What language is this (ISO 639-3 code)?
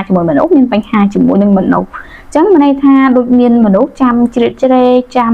khm